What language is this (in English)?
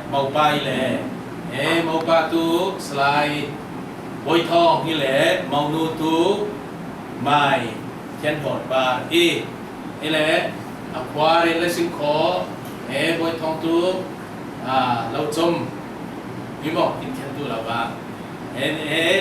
Falam Chin